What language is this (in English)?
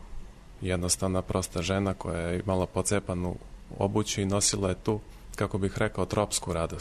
Serbian